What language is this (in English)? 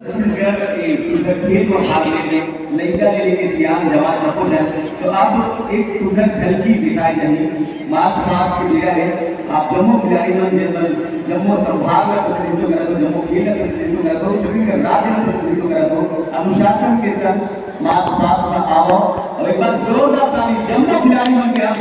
Chhattisgarhi